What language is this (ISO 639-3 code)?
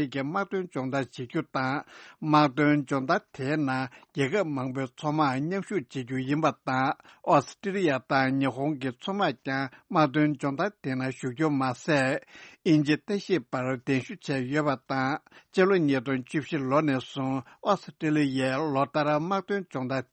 bod